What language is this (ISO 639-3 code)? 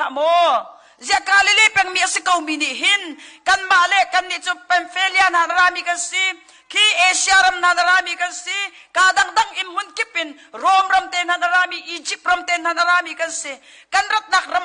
cnh